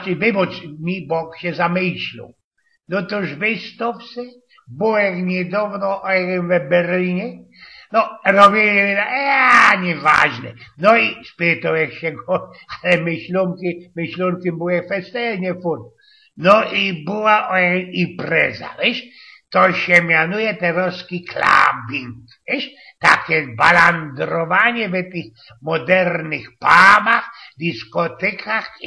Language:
Silesian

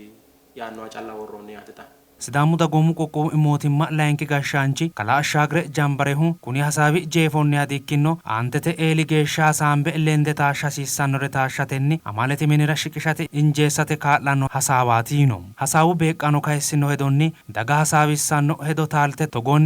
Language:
Sidamo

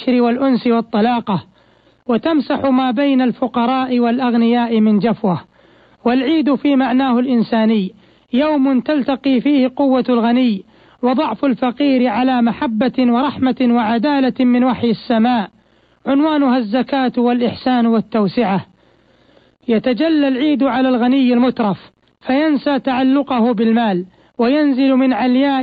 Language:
Arabic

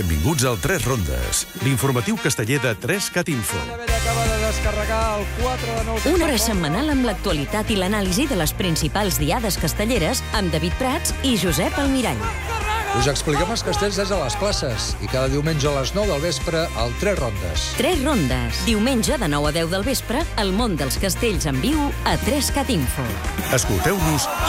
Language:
Catalan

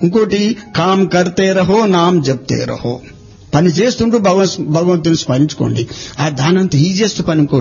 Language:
Telugu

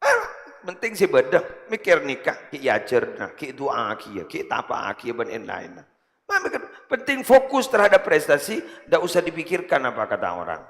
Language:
Madurese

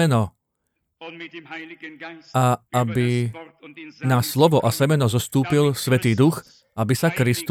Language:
Slovak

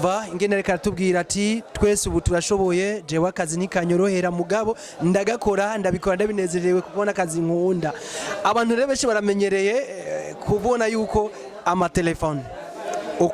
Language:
Rundi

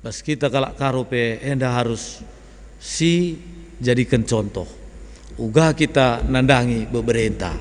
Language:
Batak Karo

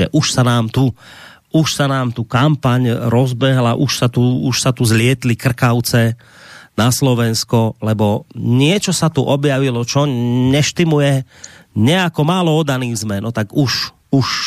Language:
Slovak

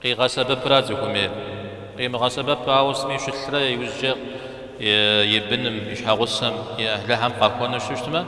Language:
Kabardian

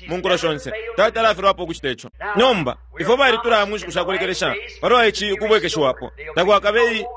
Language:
Bemba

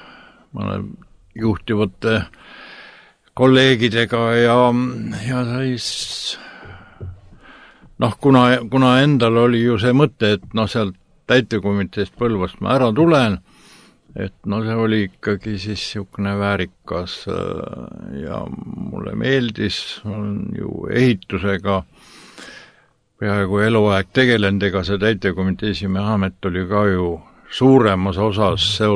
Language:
Estonian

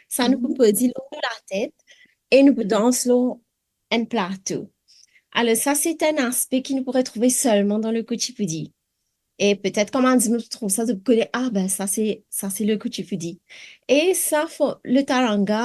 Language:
Morisyen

